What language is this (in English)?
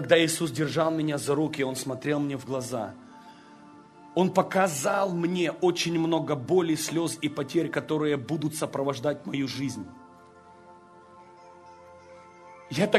Russian